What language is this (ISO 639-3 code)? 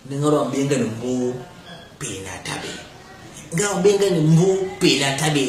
bas